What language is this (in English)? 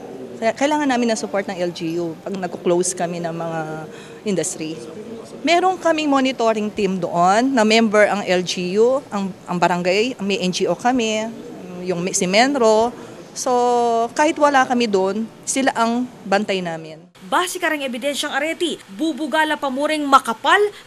Pampanga